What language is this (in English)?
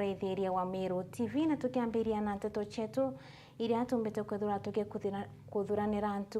Meru